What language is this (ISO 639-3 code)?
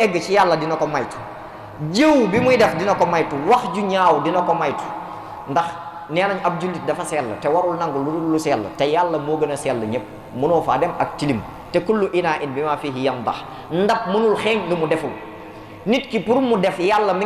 wol